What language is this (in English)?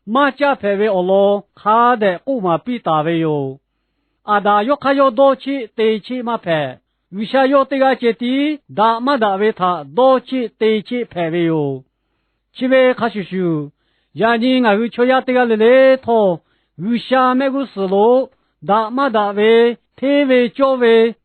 Lahu